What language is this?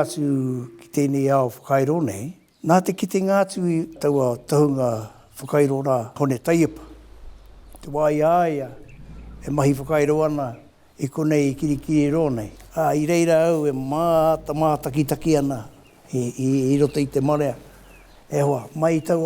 Māori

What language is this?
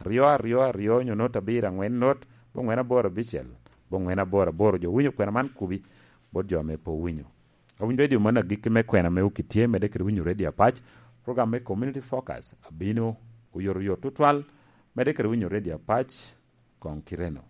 Lango (Uganda)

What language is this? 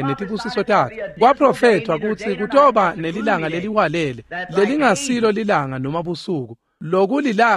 Swati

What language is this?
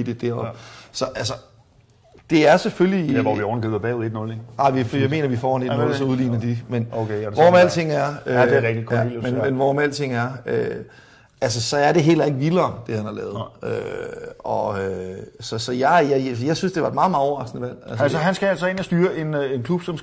Danish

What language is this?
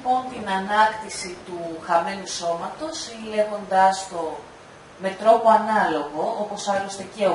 Greek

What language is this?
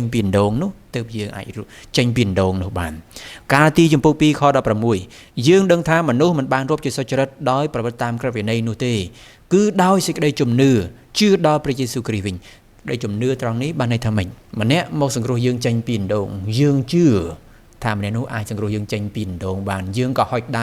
Khmer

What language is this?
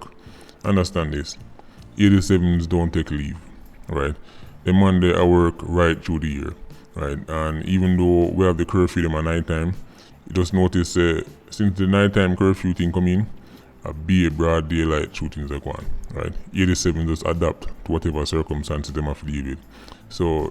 Jamaican Creole English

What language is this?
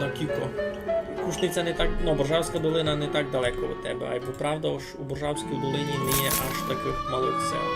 Rusyn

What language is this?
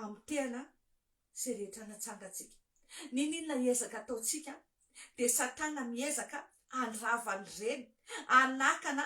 Malagasy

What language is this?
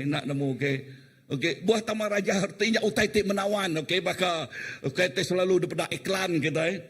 Iban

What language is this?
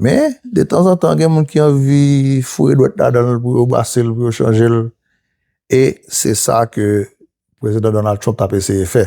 Haitian Creole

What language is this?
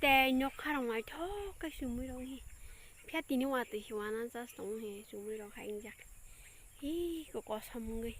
Kok Borok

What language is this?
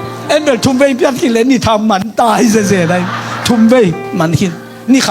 Tedim Chin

